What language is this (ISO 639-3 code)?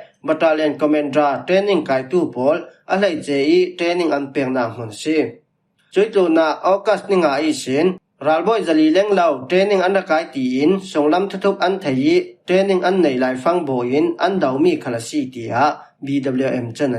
cfm